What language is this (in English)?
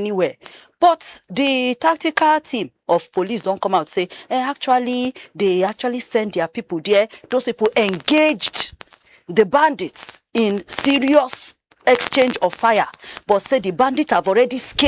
Nigerian Pidgin